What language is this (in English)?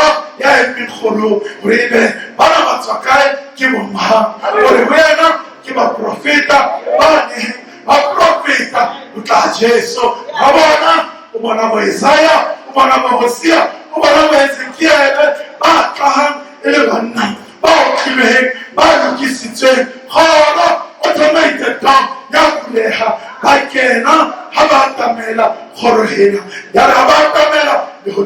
Southern Sotho